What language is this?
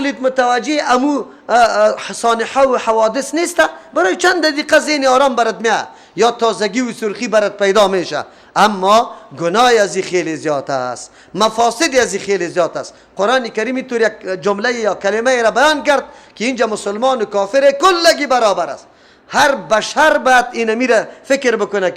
Persian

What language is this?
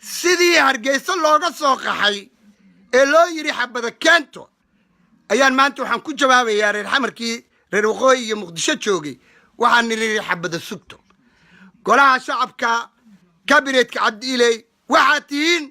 Somali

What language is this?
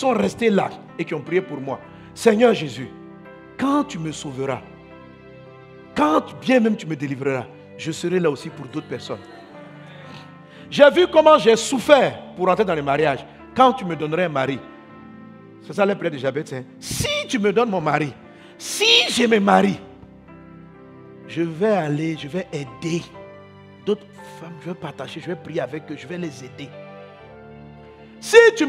French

